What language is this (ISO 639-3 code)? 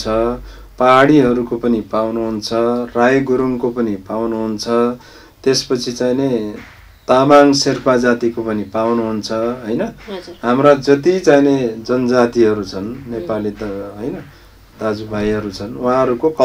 nep